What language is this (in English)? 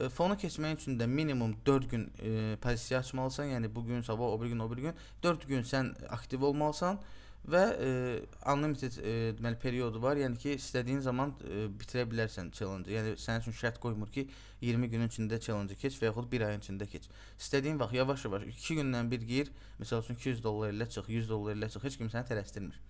Azerbaijani